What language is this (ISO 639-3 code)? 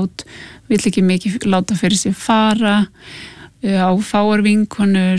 isl